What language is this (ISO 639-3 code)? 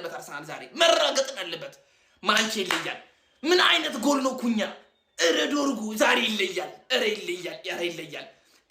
amh